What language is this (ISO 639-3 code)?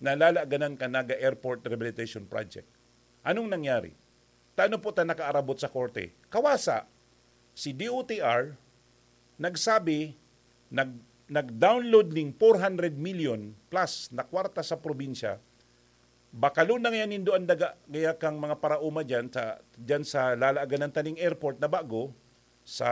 bik